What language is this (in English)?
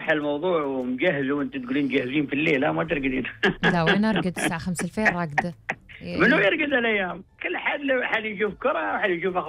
Gulf Arabic